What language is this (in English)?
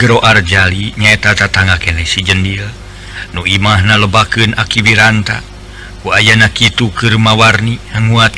Sundanese